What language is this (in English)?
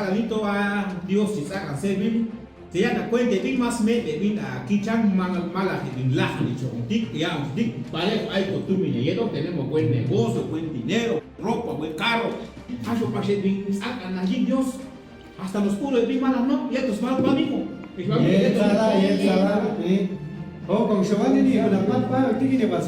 Chuj